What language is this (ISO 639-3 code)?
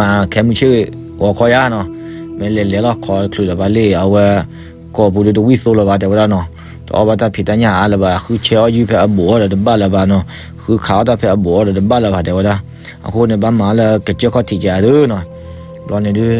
ksw